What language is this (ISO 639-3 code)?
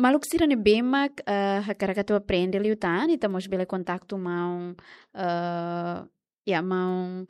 tet